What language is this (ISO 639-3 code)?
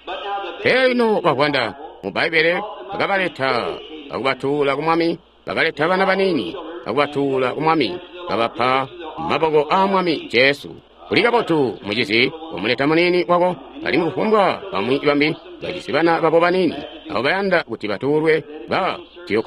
toi